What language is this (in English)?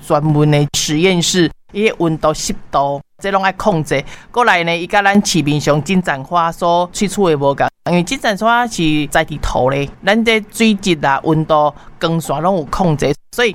Min Nan Chinese